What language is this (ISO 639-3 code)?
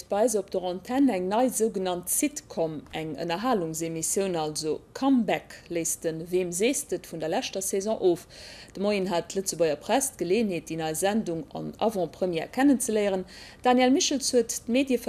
ltz